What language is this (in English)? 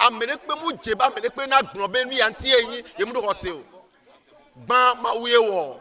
Ewe